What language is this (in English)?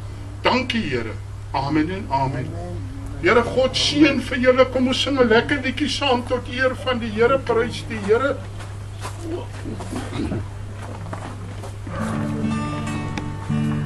Afrikaans